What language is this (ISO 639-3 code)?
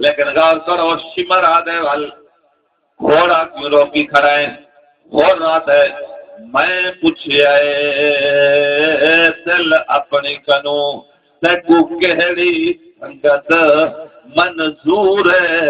skr